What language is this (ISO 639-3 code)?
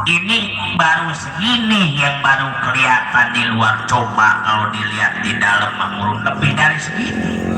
bew